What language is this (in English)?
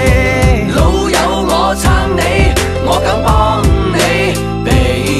Cantonese